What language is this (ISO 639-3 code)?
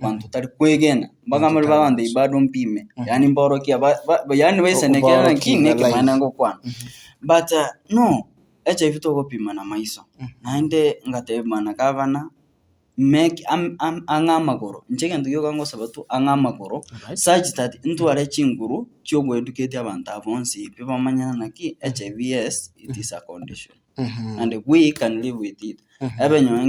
guz